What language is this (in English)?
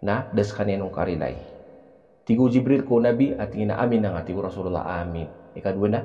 Maranao